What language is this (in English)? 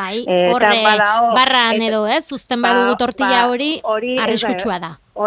Basque